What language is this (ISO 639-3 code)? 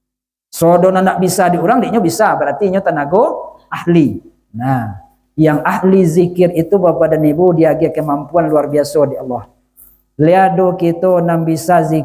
min